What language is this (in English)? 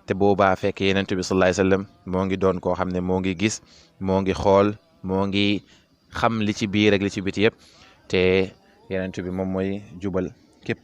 Wolof